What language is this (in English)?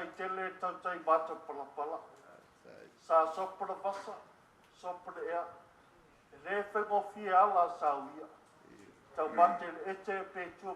Samoan